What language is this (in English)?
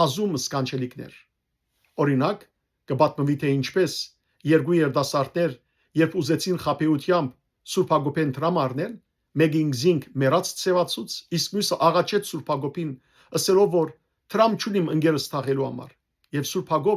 Western Armenian